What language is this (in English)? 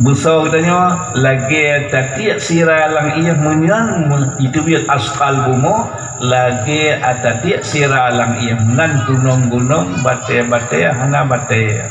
Achinese